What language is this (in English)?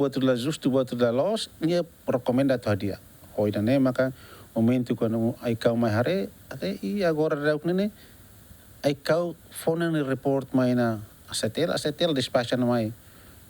Tetum